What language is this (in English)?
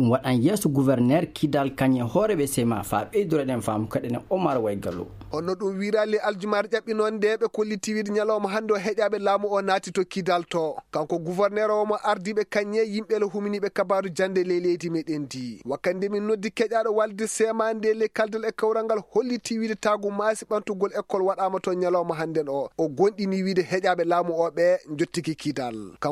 Maasina Fulfulde